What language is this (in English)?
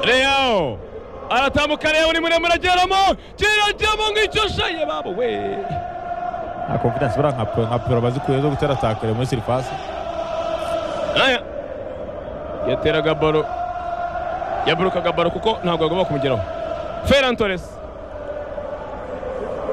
Kinyarwanda